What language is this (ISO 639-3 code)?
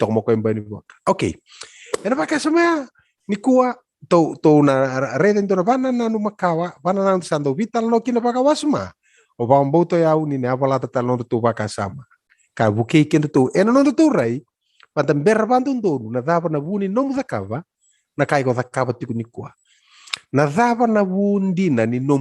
fij